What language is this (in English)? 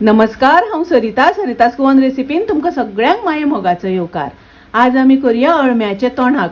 Konkani